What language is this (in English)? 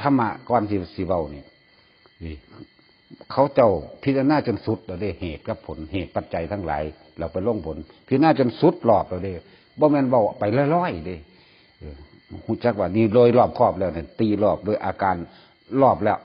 Northeastern Thai